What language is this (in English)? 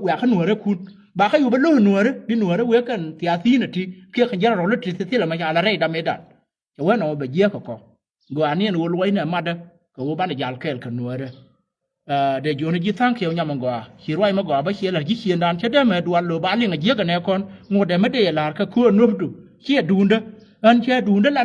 Nuer